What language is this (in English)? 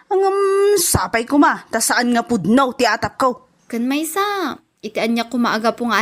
Iloko